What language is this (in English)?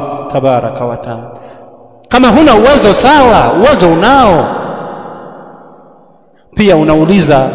Swahili